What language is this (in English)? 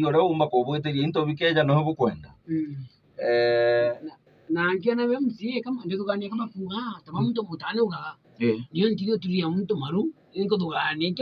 Meru